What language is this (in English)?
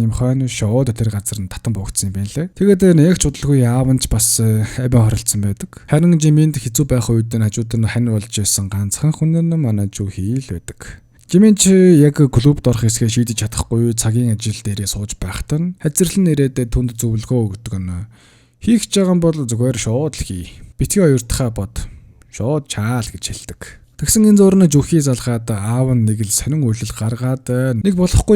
Mongolian